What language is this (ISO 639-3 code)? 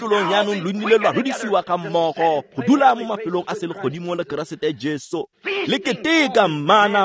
tsn